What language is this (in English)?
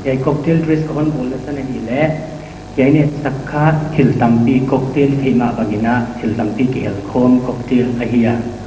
Paite Chin